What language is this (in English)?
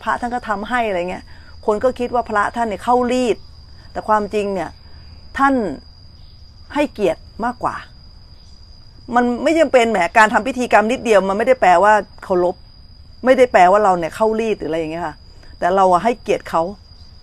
Thai